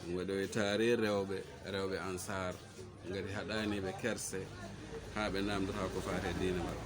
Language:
Fula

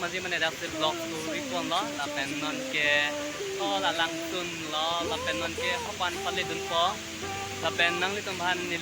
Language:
Karbi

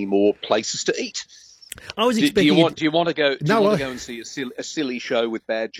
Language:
English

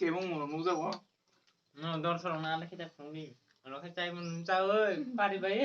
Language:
Kok Borok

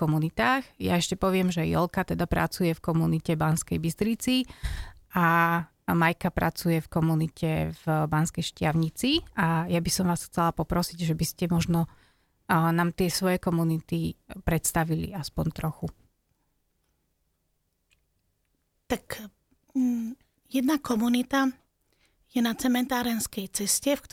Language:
Slovak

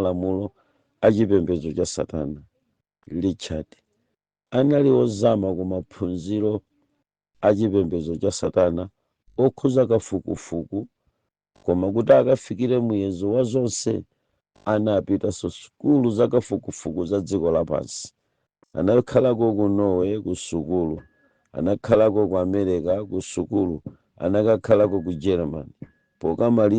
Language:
Nyanja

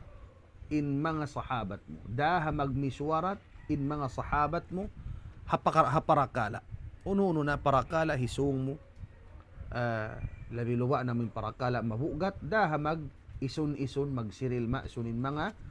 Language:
Tausug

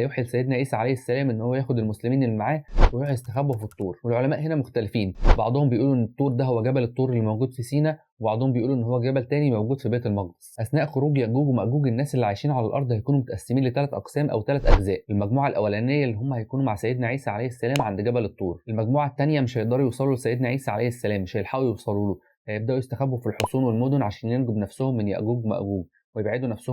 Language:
Egyptian Arabic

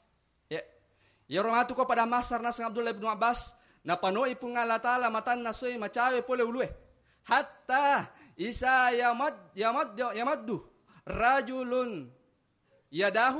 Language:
Buginese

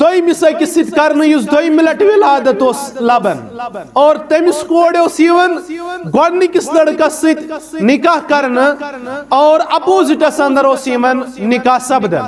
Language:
Kashmiri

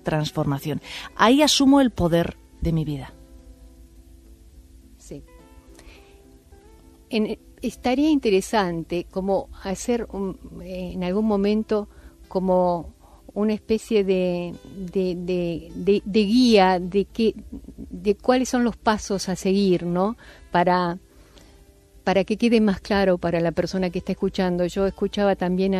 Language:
Spanish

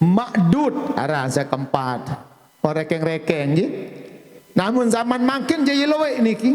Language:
Sasak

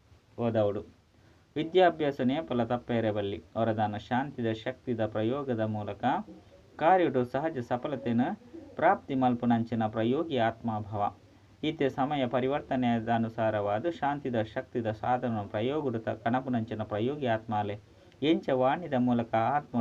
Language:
Tulu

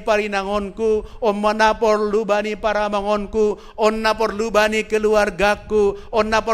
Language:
Batak Simalungun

